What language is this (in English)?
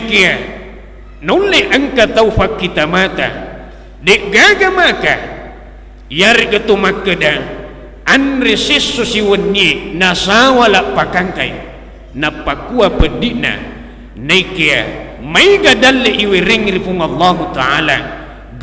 Buginese